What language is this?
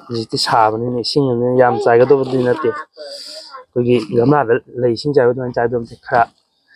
Manipuri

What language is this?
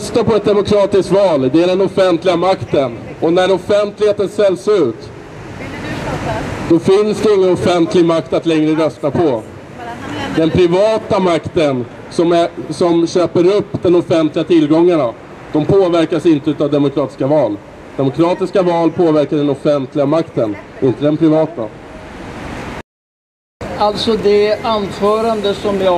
Swedish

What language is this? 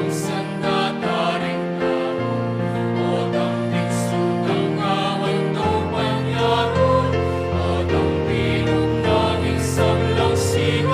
Pampanga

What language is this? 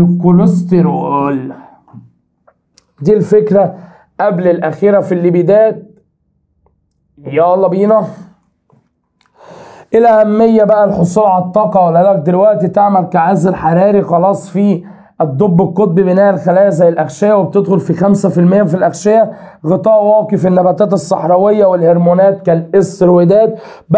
Egyptian Arabic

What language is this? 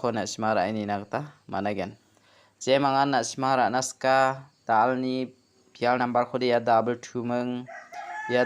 Garo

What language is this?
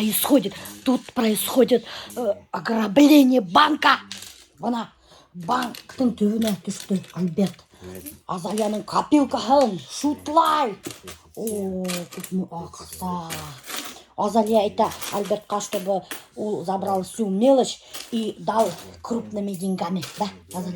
Bashkir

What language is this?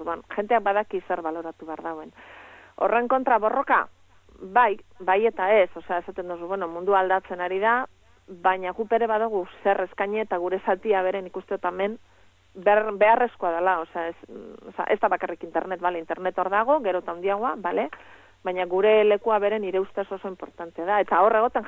Basque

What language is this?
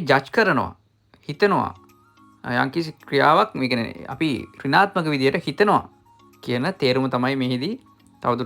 Sinhala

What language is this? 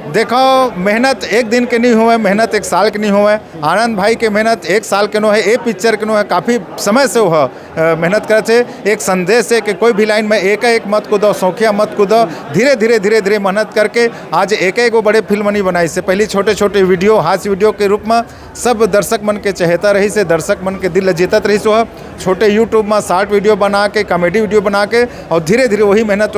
Chhattisgarhi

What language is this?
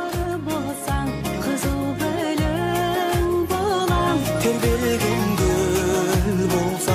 Kara-Kalpak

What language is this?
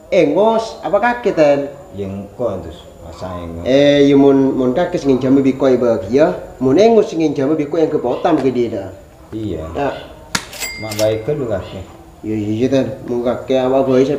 Madurese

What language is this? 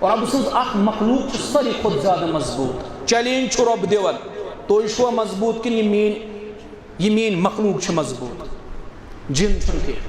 Kashmiri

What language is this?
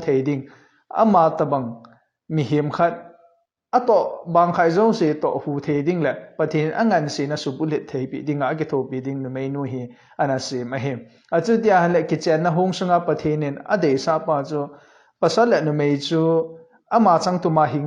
Thado Chin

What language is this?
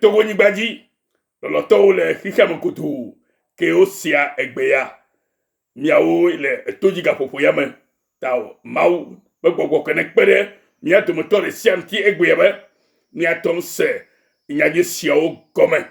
Ewe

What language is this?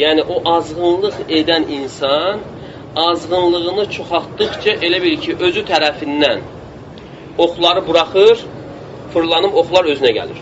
Azerbaijani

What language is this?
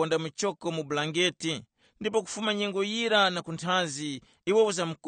Tumbuka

